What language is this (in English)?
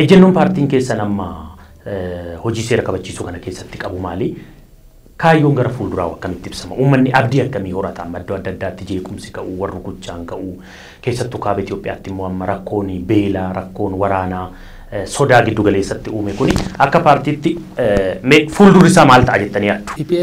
Oromo